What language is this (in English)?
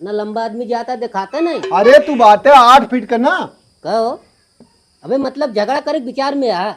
Awadhi